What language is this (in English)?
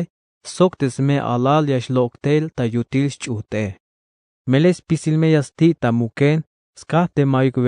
Tzeltal